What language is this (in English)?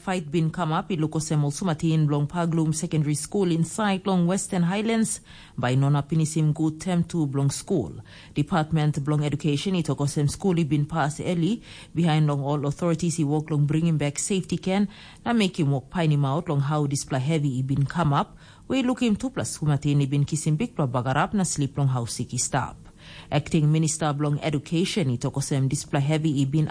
Tok Pisin